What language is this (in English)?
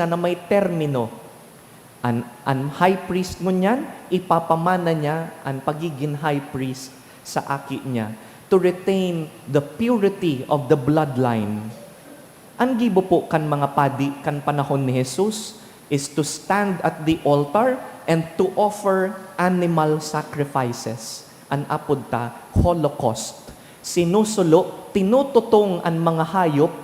Bikol